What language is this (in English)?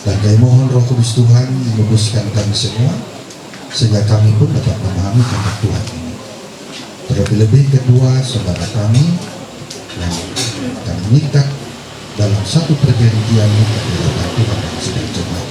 Ma'anyan